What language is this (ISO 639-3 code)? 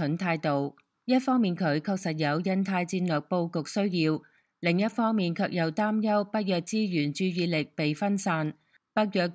yue